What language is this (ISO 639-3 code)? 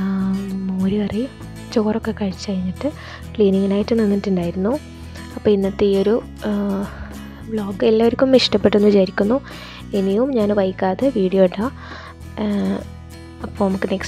mal